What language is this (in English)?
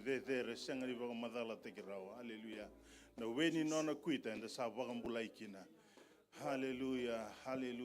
Fijian